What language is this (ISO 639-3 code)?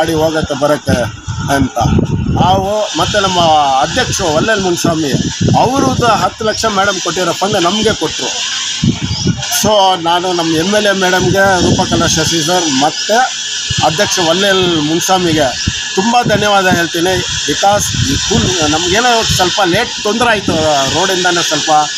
kan